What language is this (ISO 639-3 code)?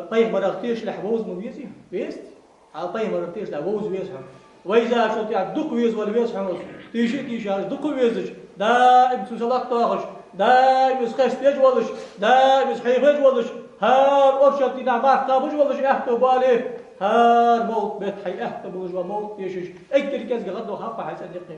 inh